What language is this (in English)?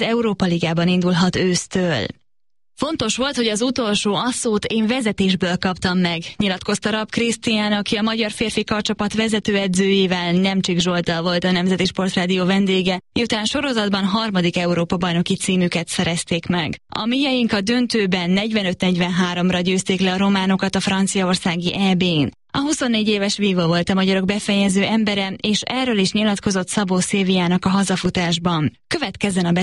Hungarian